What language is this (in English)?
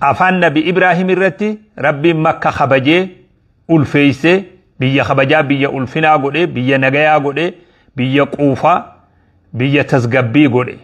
Oromo